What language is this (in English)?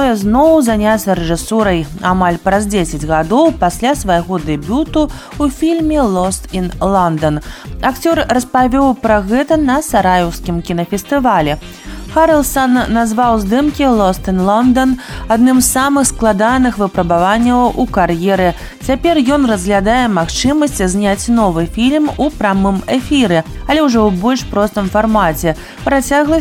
Belarusian